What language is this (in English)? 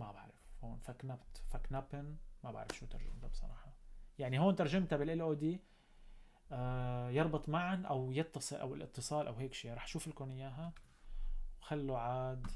North Levantine Arabic